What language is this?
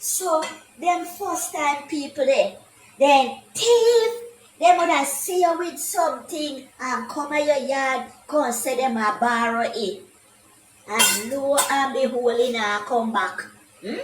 Jamaican Creole English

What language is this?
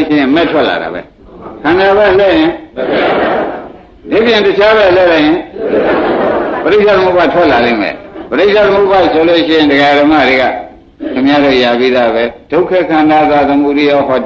Burmese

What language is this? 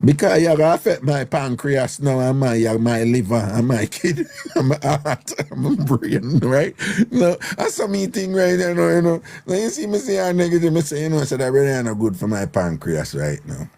Jamaican Creole English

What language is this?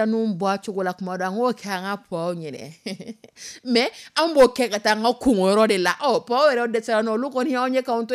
Dyula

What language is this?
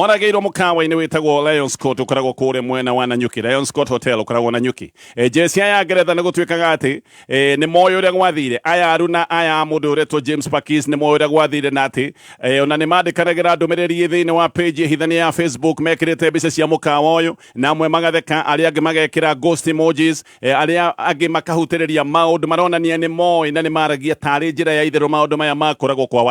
Kikuyu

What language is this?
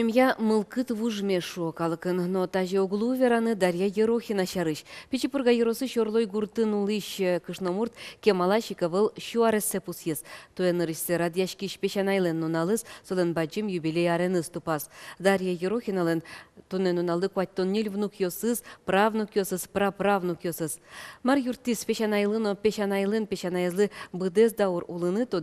Udmurt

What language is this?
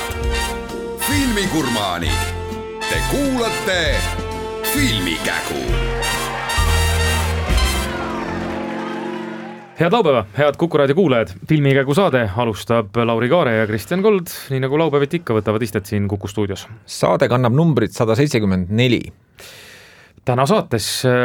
Estonian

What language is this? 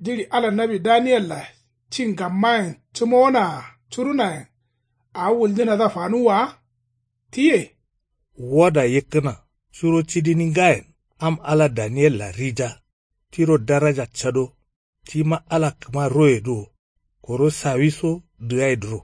Kanuri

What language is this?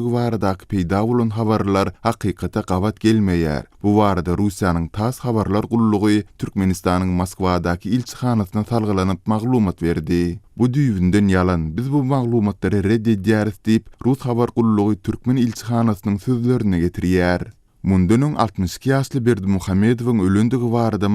Turkmen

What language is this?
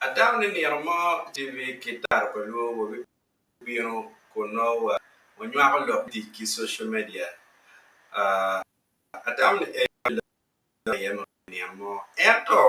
Acoli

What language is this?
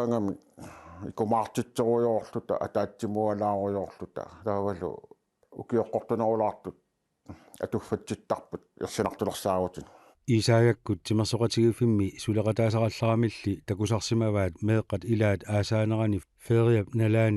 Kalaallisut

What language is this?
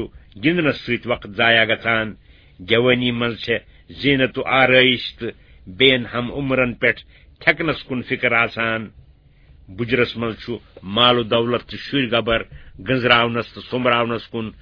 Kashmiri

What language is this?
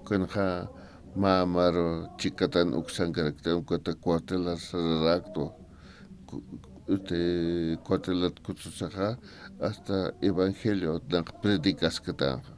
Aymara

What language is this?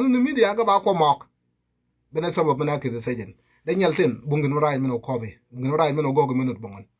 Nuer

